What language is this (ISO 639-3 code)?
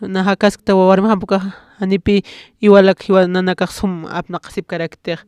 aym